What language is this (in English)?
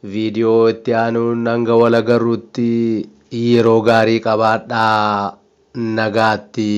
Oromo